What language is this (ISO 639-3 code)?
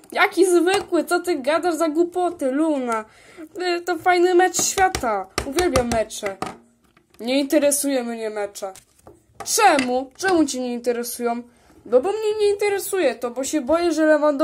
pol